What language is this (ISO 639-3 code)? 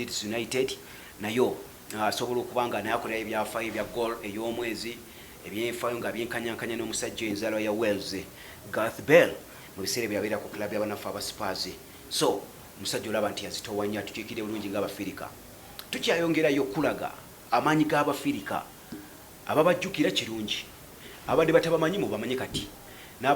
lug